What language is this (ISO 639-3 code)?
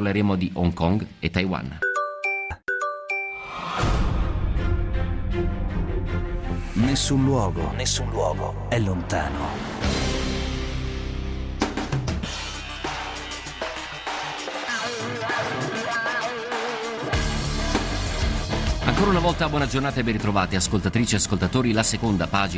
ita